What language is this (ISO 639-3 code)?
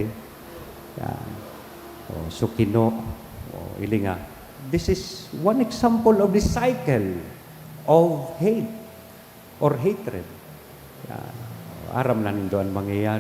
bik